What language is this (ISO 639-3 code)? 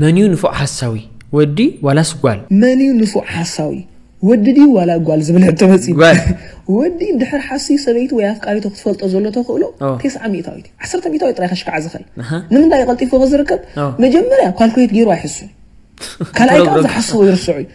tir